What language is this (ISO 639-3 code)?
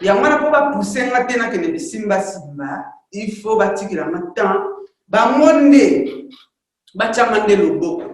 lin